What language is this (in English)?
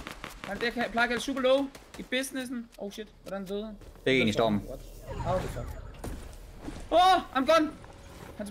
Danish